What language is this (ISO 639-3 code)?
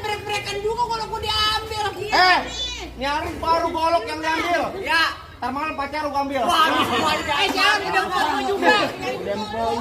bew